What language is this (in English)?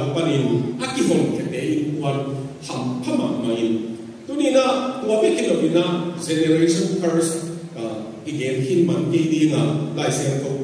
Tedim Chin